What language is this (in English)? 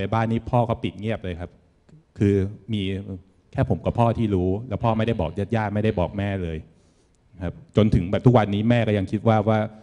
Thai